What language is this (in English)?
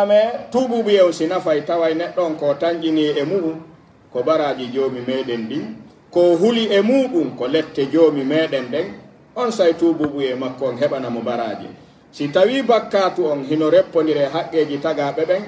Pular